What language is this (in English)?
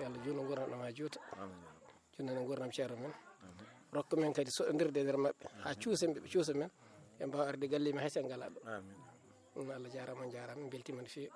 Fula